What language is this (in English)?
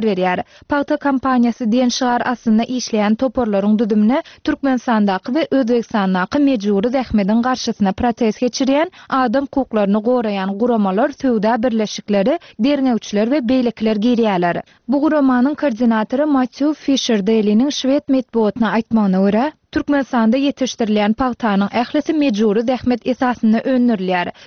Turkmen